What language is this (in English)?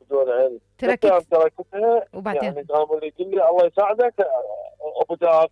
Mesopotamian Arabic